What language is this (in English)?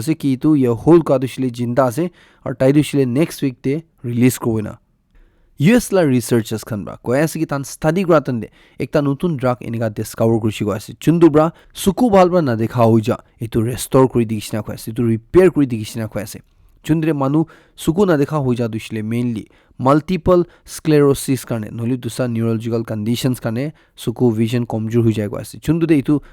Naga Pidgin